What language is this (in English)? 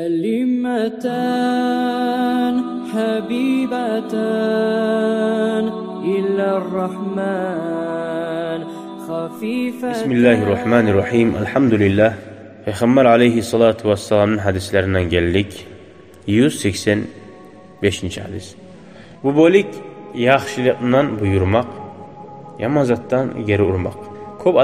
Kumyk